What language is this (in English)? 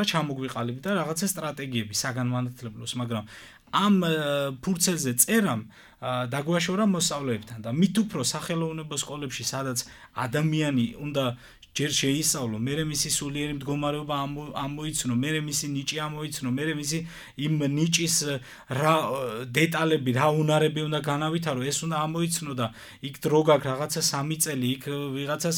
Georgian